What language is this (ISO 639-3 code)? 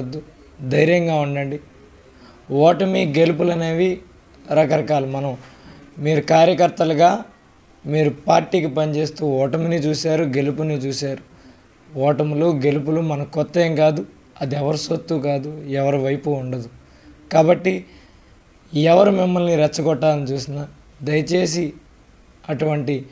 tel